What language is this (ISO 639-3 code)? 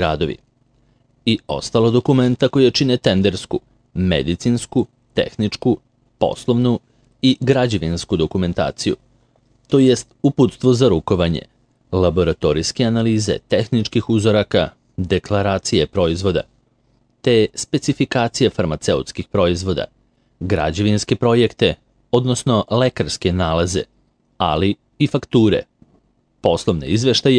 srp